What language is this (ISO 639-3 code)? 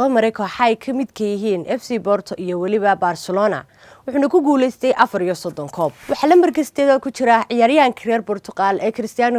som